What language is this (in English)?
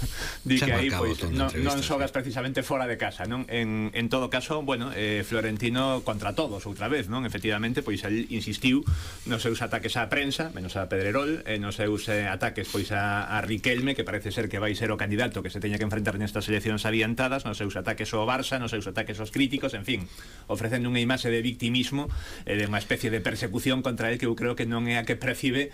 Galician